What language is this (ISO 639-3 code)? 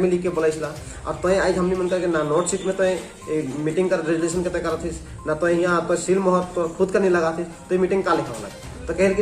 sck